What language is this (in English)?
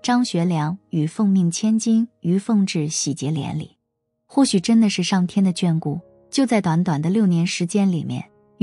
Chinese